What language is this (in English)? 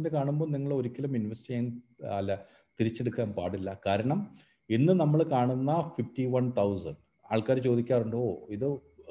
Malayalam